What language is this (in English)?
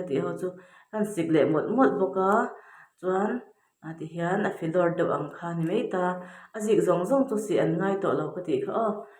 Mizo